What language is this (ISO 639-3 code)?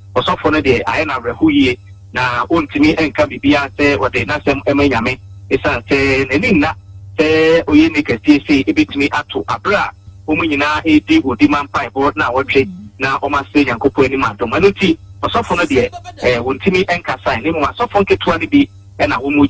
aka